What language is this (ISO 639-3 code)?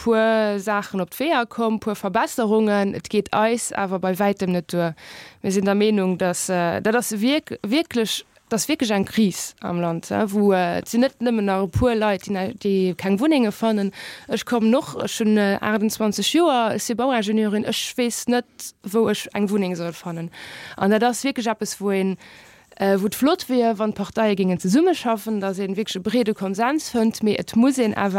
ltz